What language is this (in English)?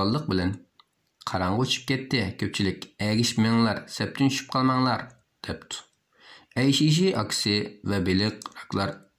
Uyghur